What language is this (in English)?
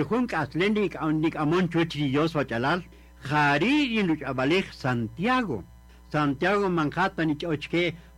Kaqchikel